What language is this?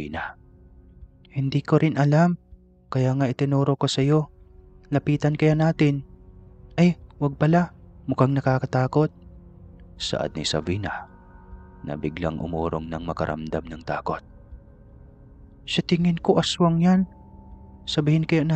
Filipino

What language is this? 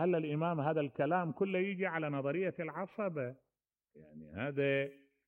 Mesopotamian Arabic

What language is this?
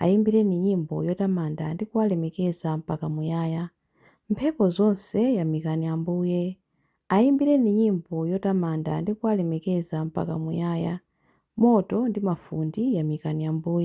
Nyanja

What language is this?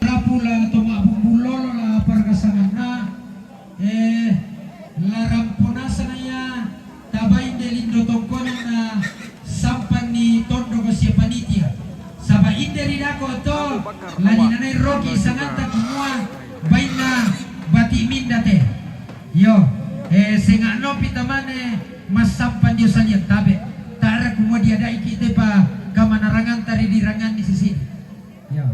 Toraja-Sa'dan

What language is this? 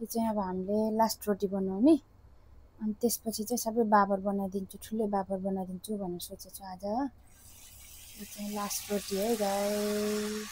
Nepali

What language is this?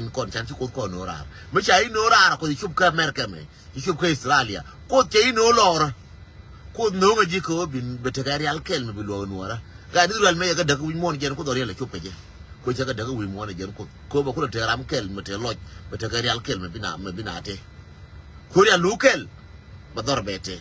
Nuer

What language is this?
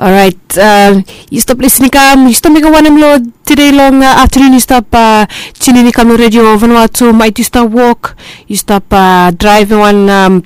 Bislama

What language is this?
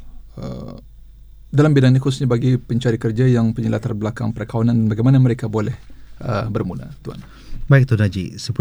Malay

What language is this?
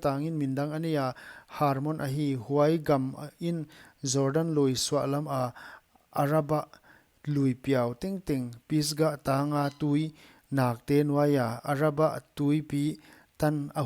Paite Chin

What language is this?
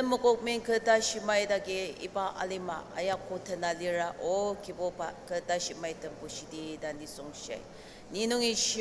Ao Naga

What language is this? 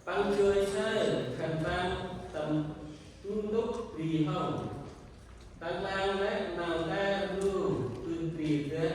Central Mnong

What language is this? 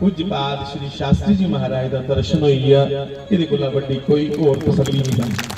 Dogri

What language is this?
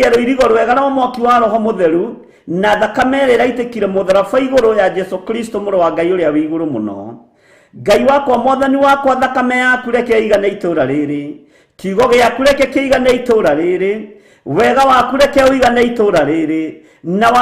Kikuyu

